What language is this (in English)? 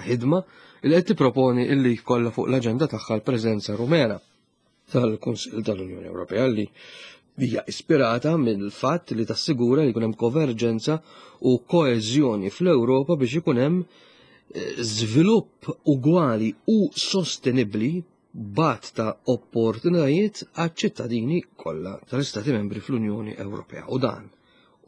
Maltese